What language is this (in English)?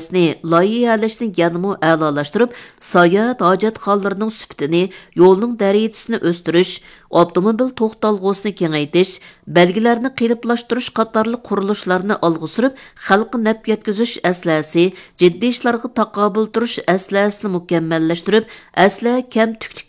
Uyghur